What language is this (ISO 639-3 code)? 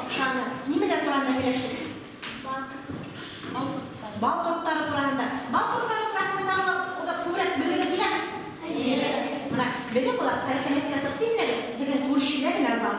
bak